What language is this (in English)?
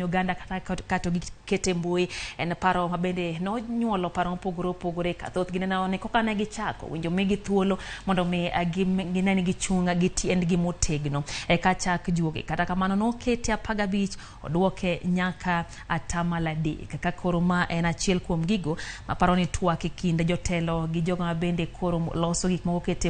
Luo (Kenya and Tanzania)